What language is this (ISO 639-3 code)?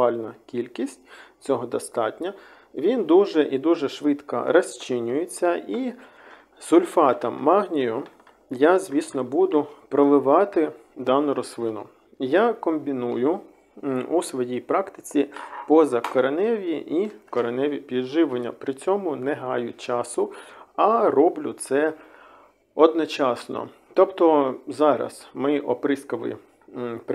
ukr